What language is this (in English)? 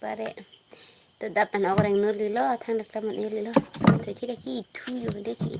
Karbi